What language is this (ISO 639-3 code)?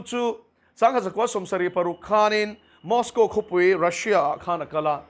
lus